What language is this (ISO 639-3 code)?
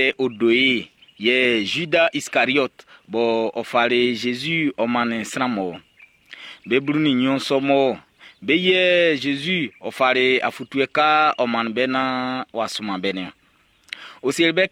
bci